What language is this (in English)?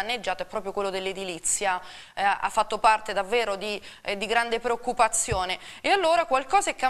Italian